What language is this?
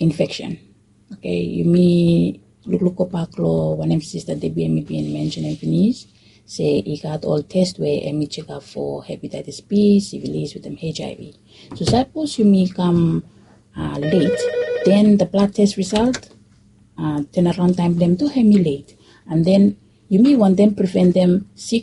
Bislama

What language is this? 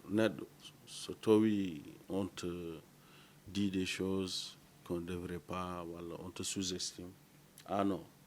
Fula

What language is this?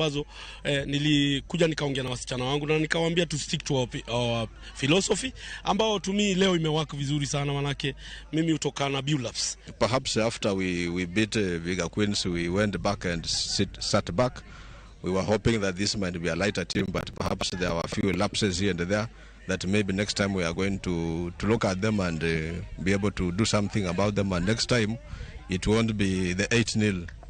Luo (Kenya and Tanzania)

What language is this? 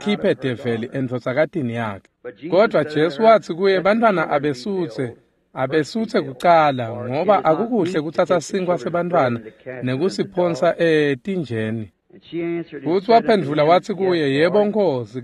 Swati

